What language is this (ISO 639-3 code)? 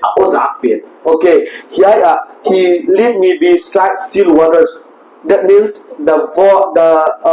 pck